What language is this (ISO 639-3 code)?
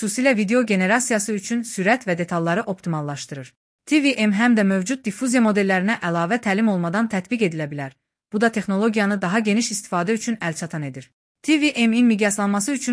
aze